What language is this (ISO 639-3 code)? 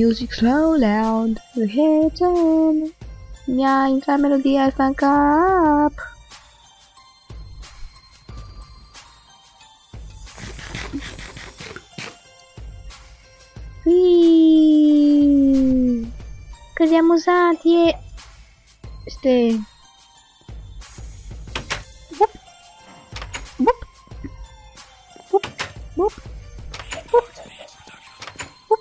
ron